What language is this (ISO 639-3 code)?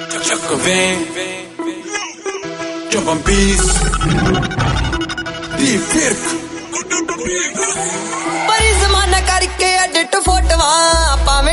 pan